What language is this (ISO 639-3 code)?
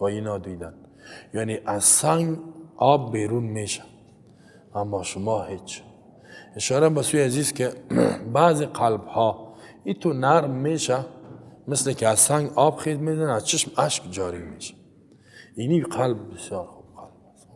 fas